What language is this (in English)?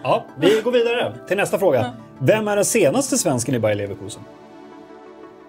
Swedish